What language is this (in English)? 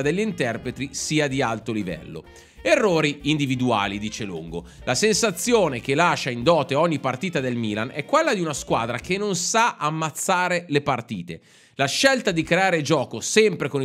Italian